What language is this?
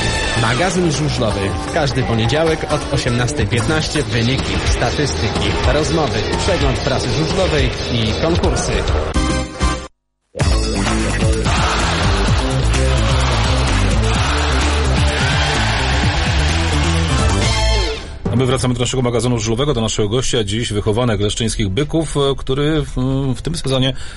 Polish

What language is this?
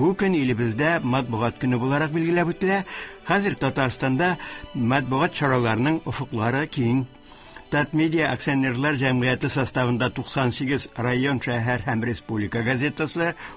Tatar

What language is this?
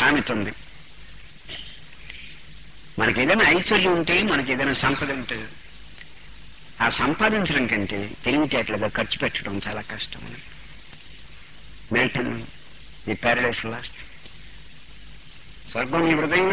Telugu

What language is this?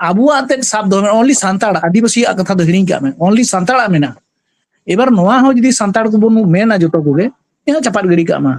Santali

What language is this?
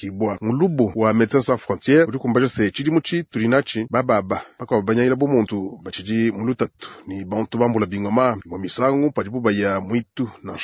Luba-Lulua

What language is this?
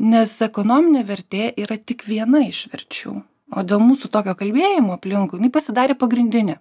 Lithuanian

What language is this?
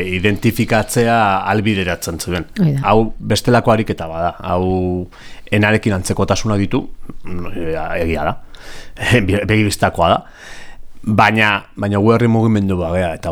Basque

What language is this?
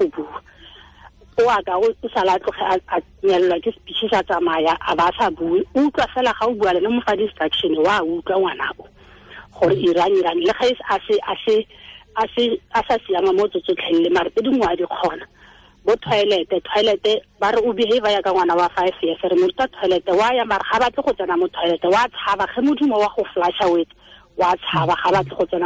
Tswana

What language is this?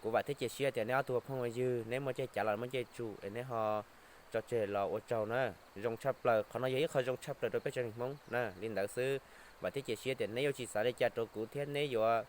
Hmong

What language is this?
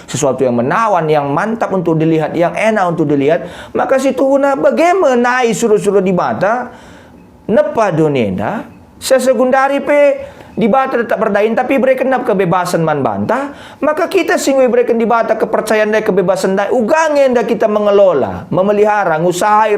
Batak Karo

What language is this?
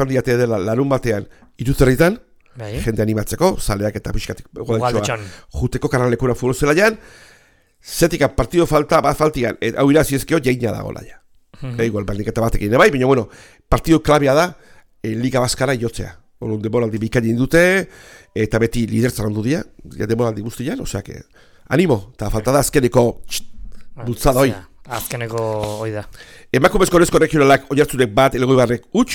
Basque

